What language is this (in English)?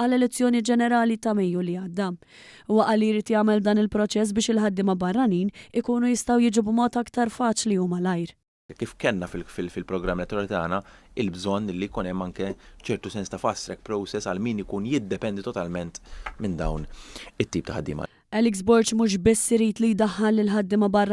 Maltese